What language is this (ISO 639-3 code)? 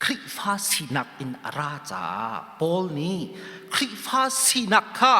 cnh